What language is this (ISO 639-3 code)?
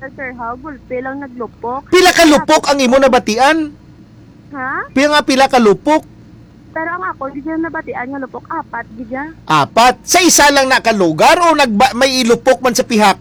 hil